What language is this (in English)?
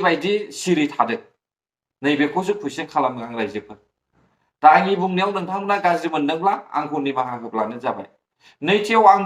Bodo